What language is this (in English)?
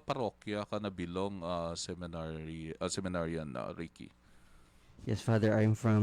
Hiligaynon